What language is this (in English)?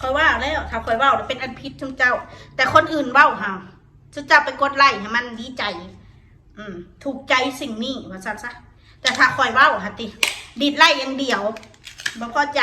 Northeastern Thai